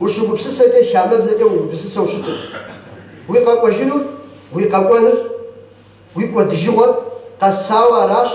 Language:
Kabardian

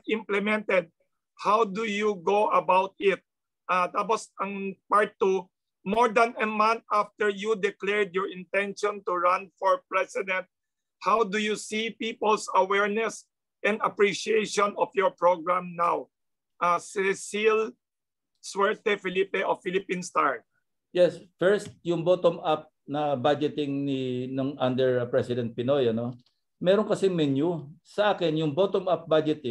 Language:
Filipino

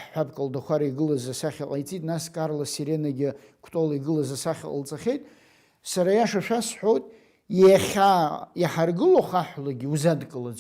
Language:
Abkhazian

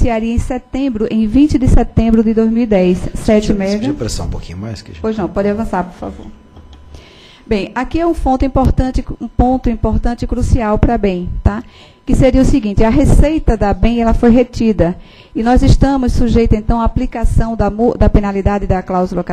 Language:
Portuguese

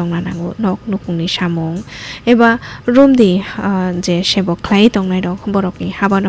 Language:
Kok Borok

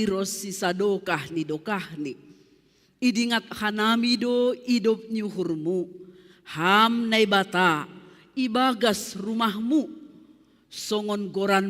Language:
Batak Simalungun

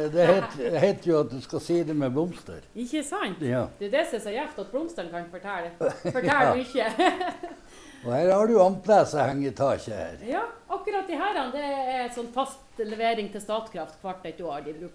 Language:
Norwegian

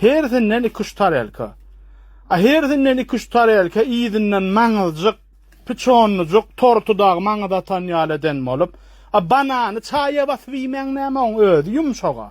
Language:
Turkmen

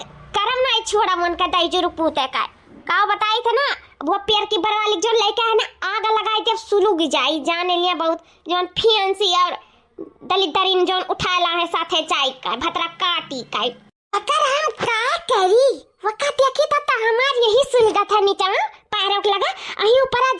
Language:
Awadhi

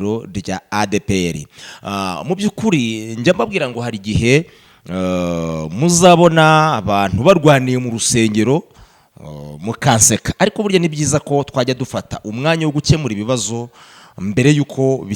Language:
Kinyarwanda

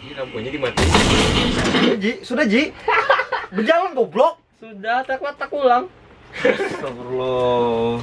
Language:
Banjar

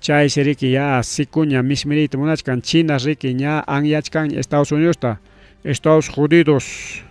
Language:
Ayacucho Quechua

